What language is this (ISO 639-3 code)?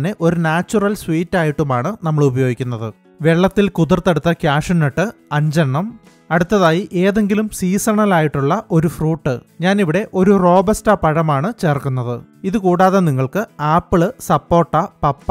mal